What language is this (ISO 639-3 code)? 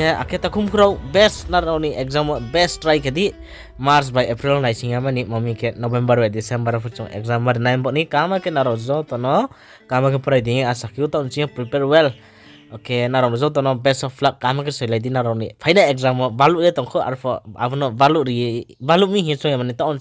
ria